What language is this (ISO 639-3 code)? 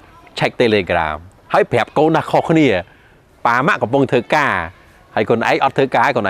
khm